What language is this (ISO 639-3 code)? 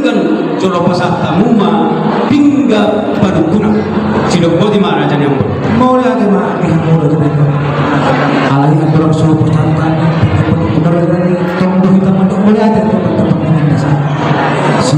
bbc